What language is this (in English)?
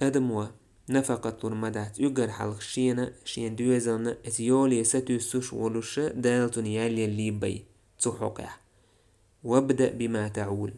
Chechen